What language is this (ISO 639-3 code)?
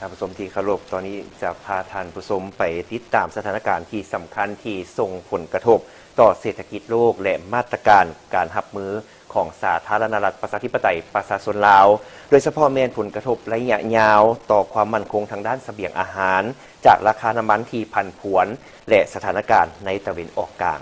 lao